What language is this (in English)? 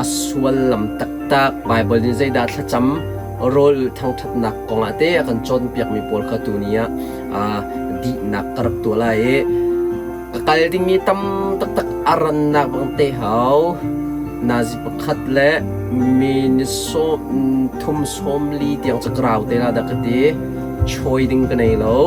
Hakha Chin